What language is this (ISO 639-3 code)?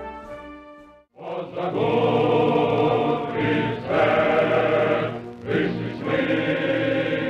kaz